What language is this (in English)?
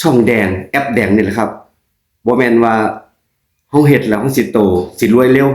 Northeastern Thai